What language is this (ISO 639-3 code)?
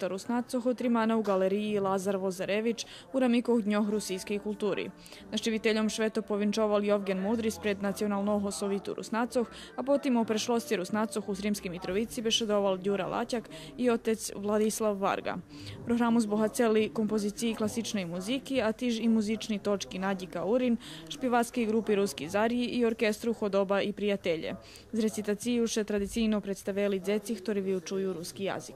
rue